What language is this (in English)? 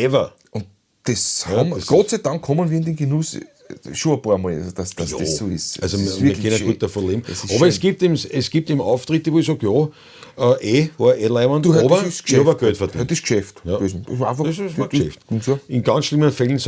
Bavarian